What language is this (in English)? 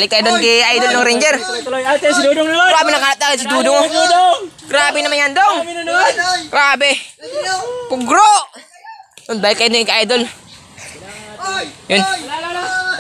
Filipino